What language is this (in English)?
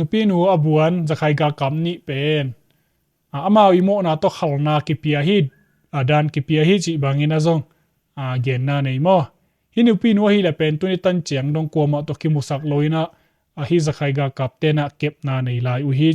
Tedim Chin